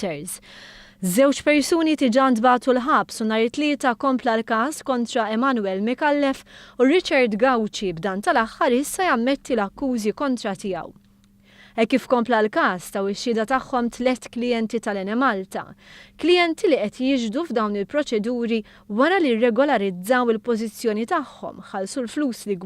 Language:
Maltese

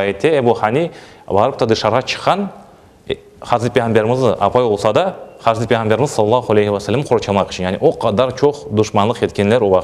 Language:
Crimean Tatar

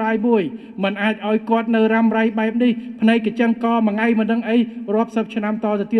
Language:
Khmer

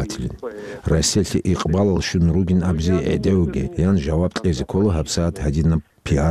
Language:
Avaric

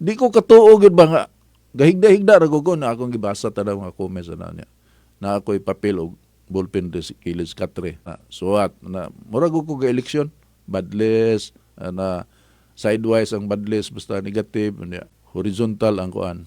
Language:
Cebuano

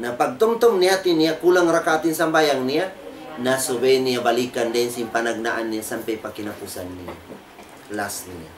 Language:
Tausug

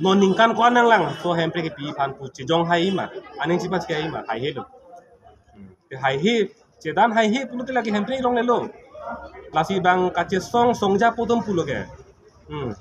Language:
Karbi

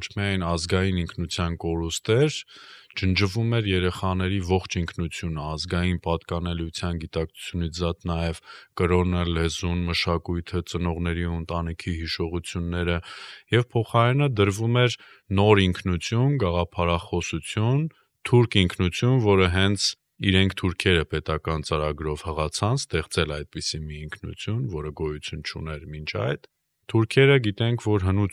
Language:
Armenian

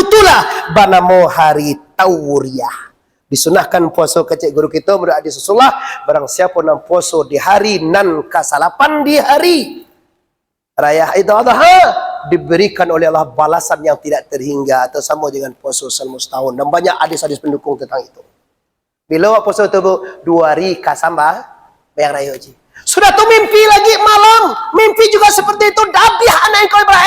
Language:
Minangkabau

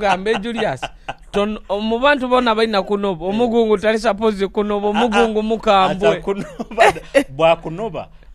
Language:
Nyoro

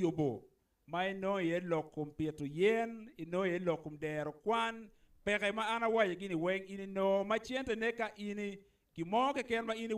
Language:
Acoli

